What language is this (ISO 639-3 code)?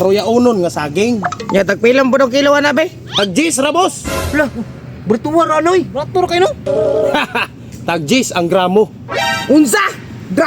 ceb